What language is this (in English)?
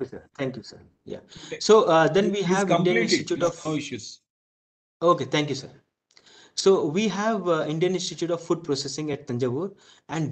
English